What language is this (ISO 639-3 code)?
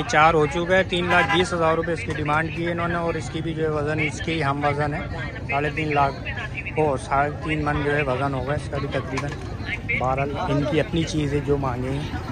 hin